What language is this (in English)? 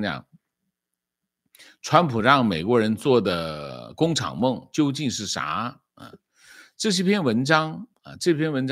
Chinese